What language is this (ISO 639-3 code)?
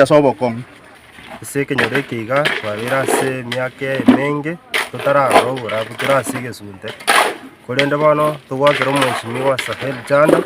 guz